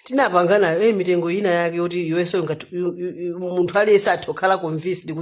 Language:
Nyanja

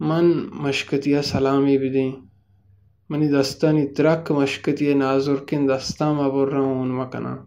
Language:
Baluchi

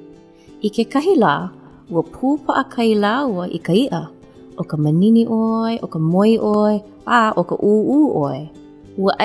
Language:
Hawaiian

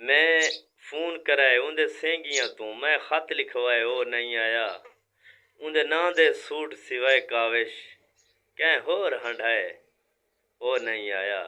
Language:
Saraiki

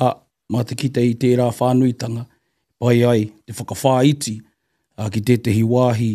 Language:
Māori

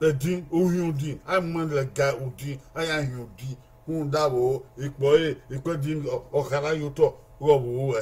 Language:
Bini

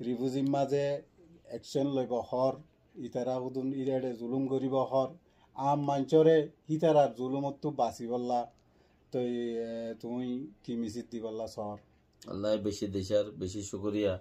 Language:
Rohingya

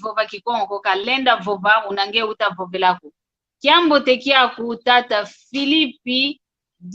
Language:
San Salvador Kongo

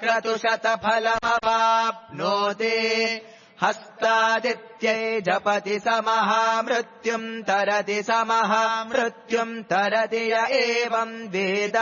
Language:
Sanskrit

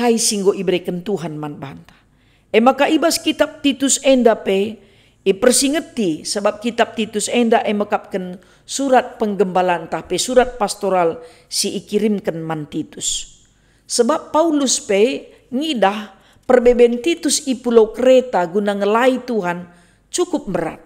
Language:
Batak Karo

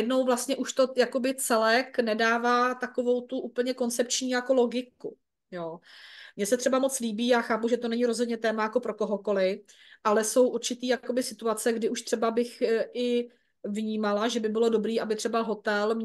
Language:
Czech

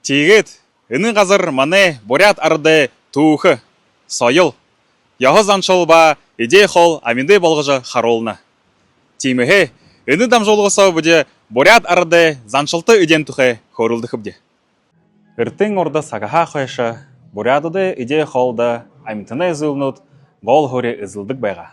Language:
Buriat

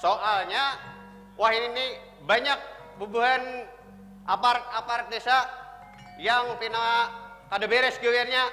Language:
Banjar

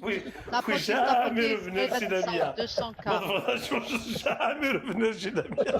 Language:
Algerian Arabic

